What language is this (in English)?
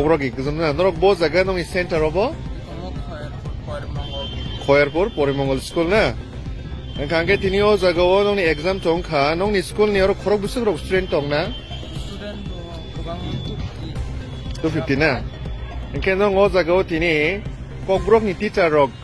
Kok Borok